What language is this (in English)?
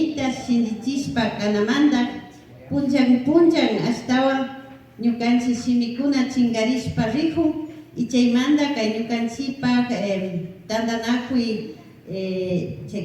Imbabura Highland Quichua